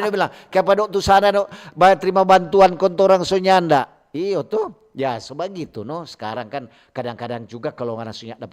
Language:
Manado Malay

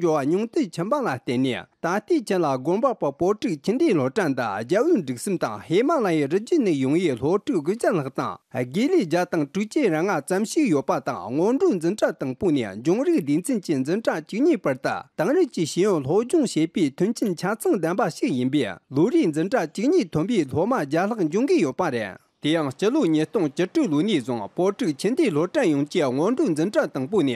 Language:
Tibetan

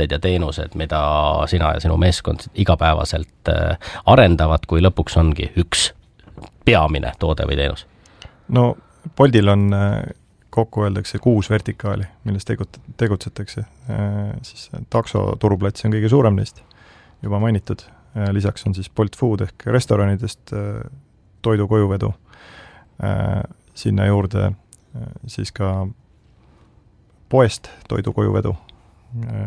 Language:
Estonian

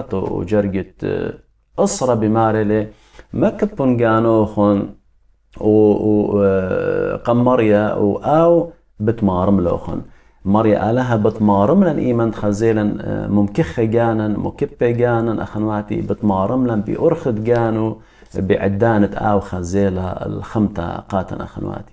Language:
Assyrian Neo-Aramaic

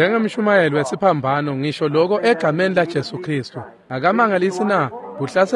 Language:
Swati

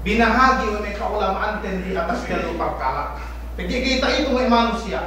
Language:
Yakan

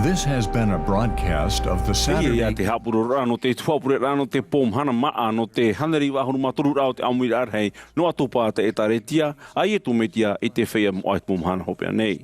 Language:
Tahitian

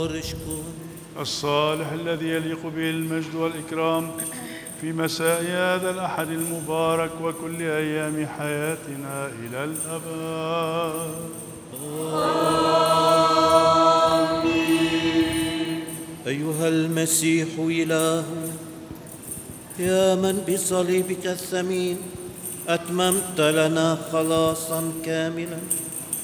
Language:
Arabic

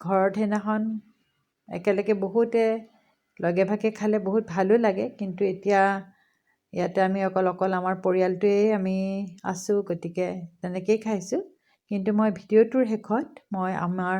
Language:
Assamese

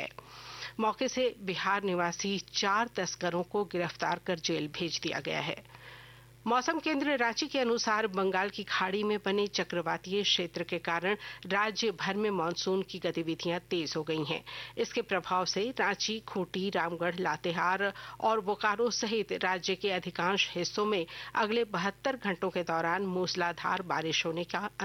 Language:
Hindi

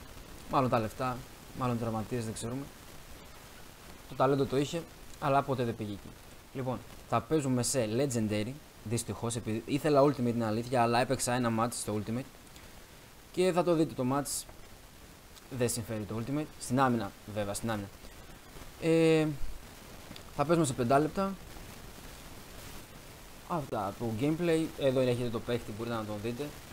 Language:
Greek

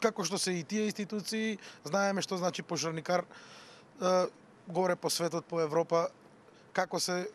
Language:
Macedonian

